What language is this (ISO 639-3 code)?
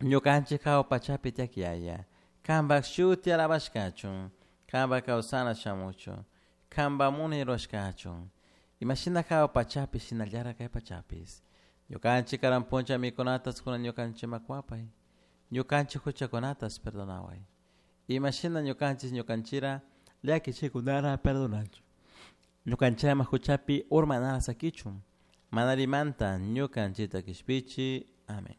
qug